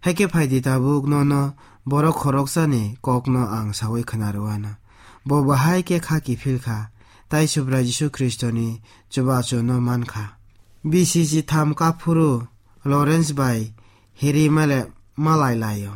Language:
Kok Borok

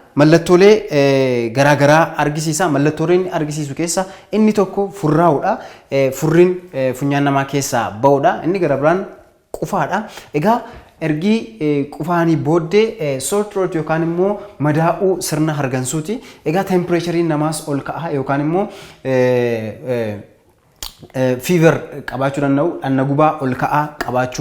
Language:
Oromo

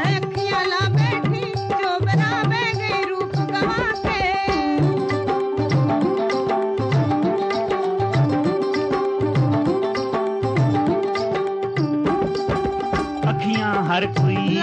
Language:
Punjabi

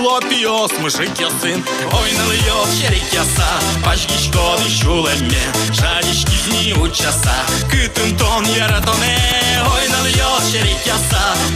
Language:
Udmurt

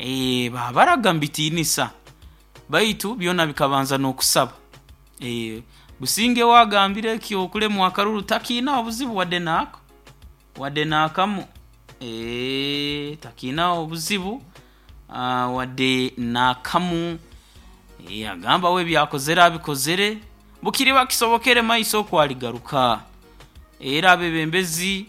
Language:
Nyoro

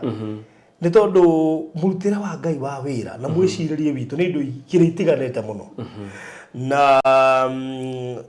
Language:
Kikuyu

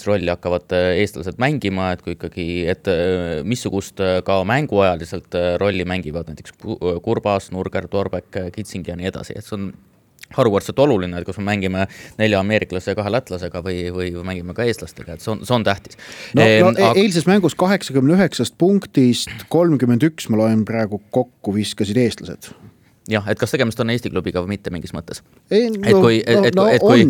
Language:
Estonian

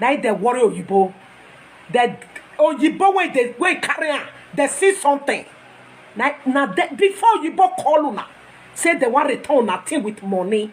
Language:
Nigerian Pidgin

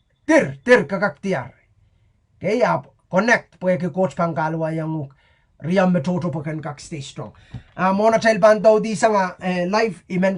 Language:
Pohnpeian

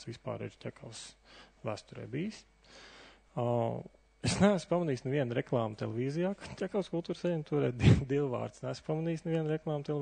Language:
Latvian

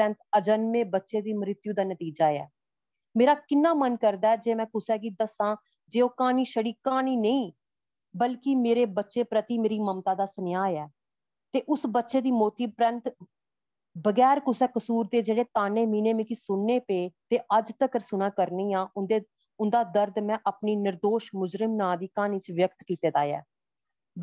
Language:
Dogri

